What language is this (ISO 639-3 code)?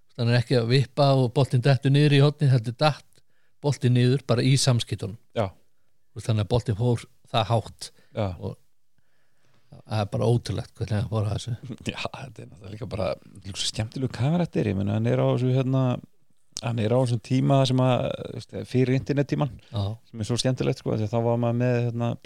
isl